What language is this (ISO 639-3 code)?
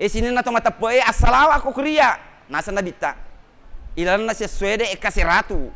bug